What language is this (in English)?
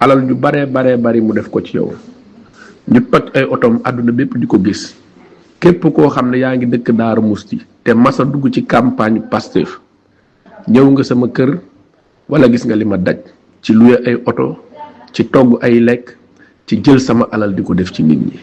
Wolof